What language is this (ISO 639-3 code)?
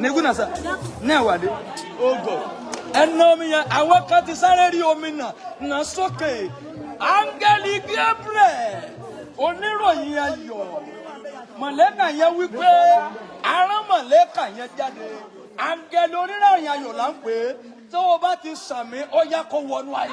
yor